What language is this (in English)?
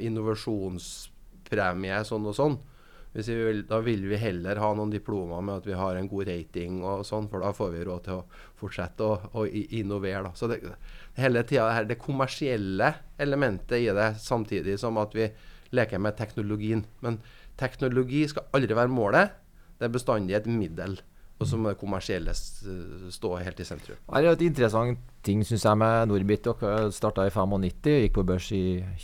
Norwegian